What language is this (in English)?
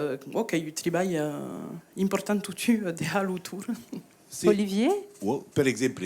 Occitan